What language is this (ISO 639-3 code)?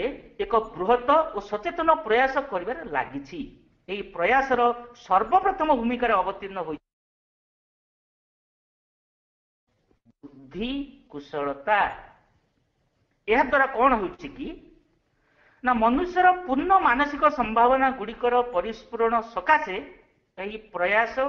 ori